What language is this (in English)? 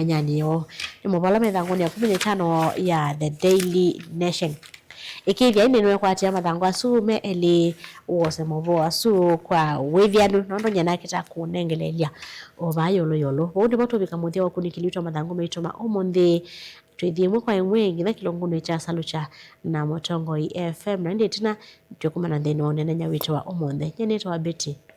Kamba